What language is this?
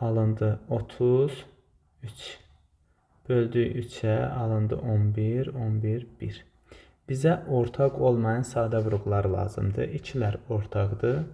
Azerbaijani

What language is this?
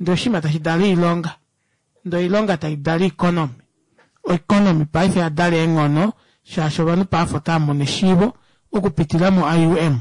Kuanyama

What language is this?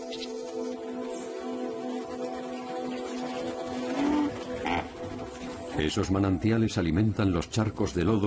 Spanish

